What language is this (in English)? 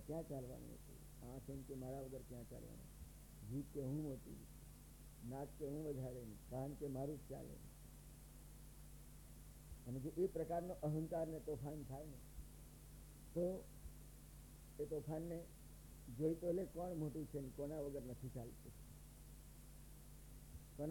Gujarati